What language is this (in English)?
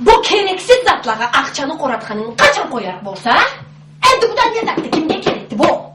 Karachay-Balkar